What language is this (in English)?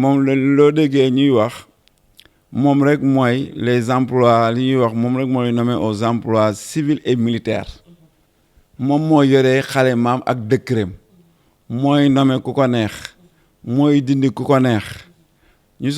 Wolof